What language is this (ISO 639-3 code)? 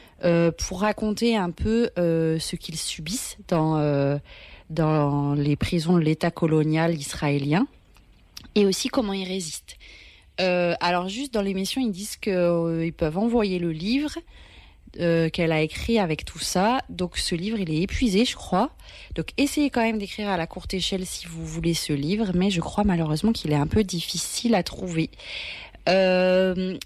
fra